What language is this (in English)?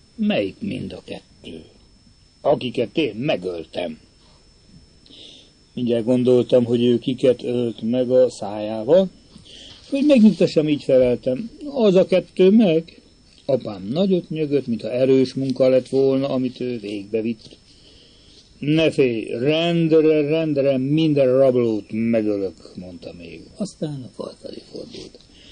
Hungarian